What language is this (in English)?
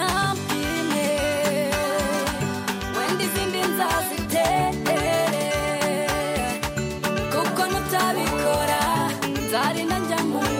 Kinyarwanda